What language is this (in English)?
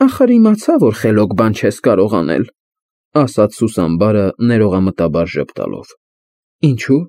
Armenian